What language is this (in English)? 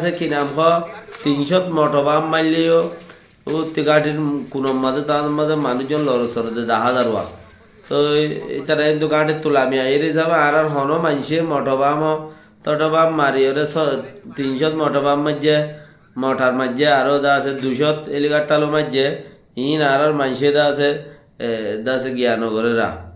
Rohingya